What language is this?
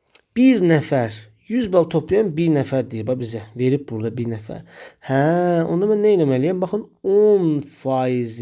Azerbaijani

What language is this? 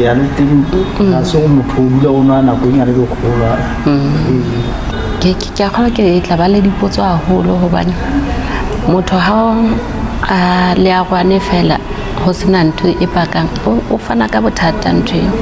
Southern Sotho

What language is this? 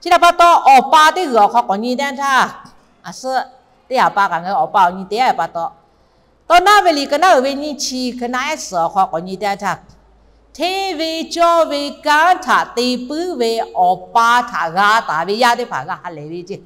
Lahu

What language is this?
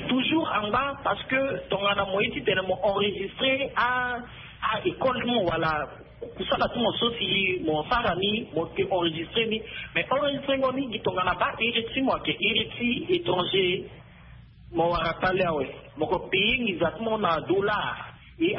Sango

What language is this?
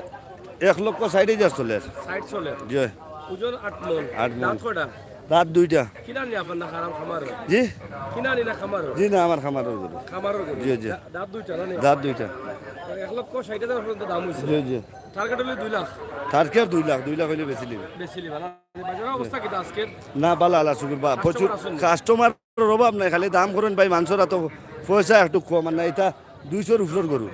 Sylheti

